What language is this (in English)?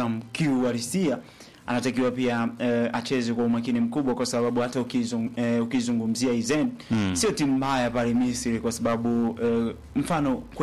Swahili